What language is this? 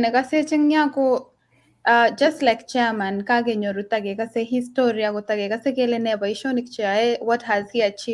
Kalenjin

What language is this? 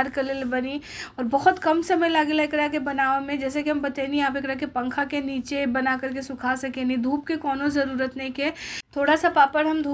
Bhojpuri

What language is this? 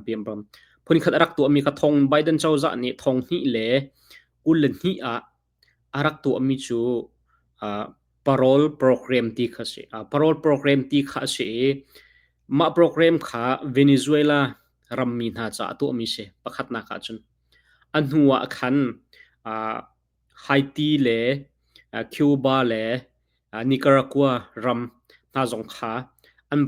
Hakha Chin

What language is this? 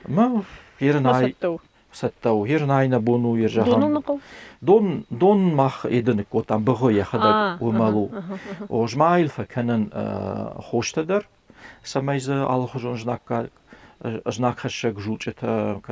Ossetic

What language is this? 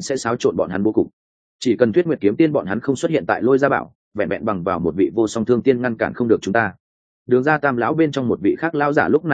Vietnamese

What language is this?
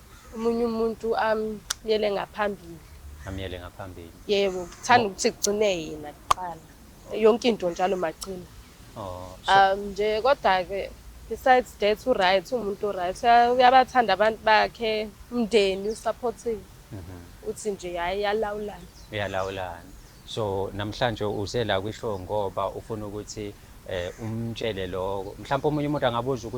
Zulu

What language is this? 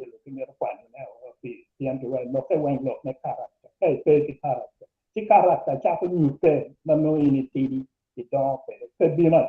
Acoli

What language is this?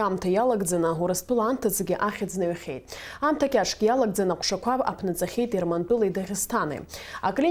Abkhazian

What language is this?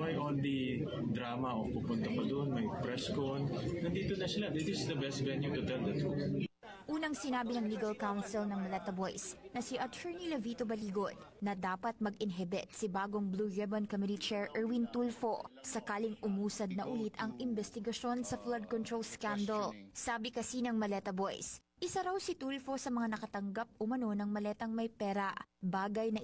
Filipino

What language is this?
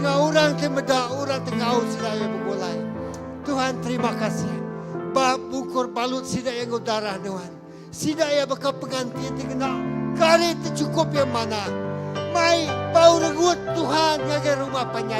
Iban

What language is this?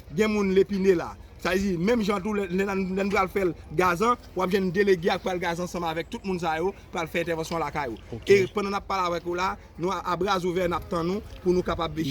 Haitian Creole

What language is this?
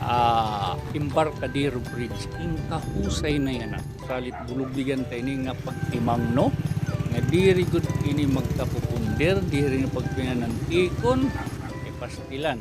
Waray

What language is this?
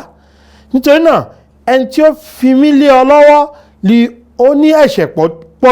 Yoruba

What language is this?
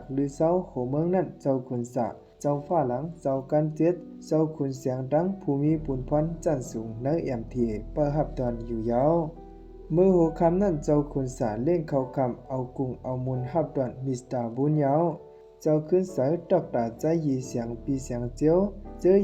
Shan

